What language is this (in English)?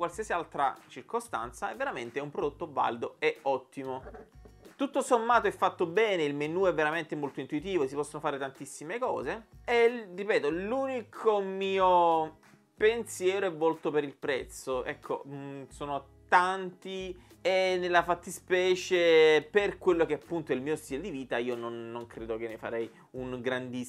Italian